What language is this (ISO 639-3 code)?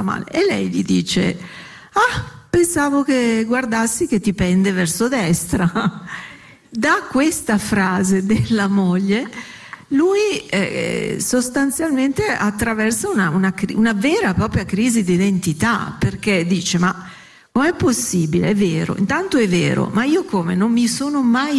ita